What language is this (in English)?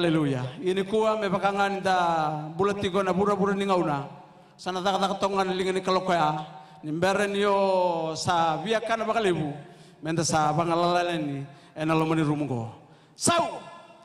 Fijian